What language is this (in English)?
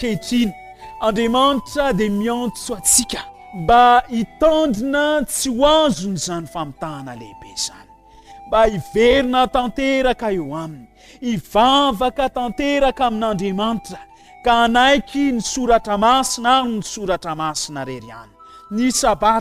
Malagasy